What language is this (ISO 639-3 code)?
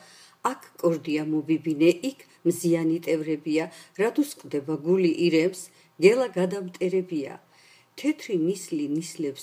kat